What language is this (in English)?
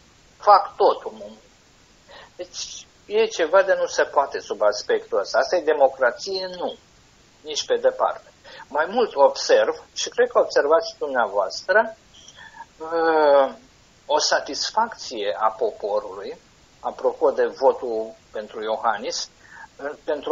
Romanian